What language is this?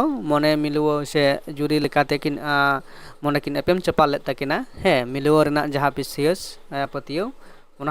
Santali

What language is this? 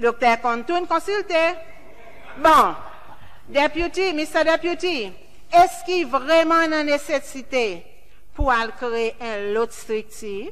Seselwa Creole French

